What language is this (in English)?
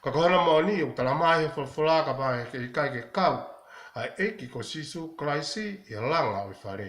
Tongan